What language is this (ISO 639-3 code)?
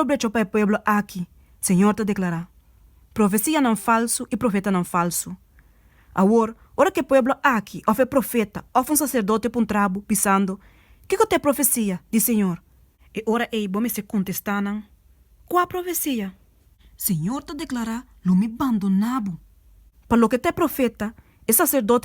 pap